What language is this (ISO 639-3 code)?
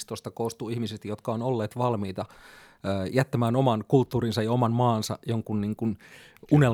fin